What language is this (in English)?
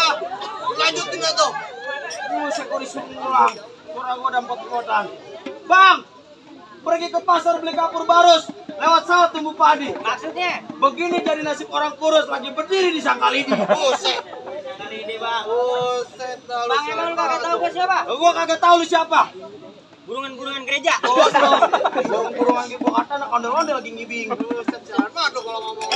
Betawi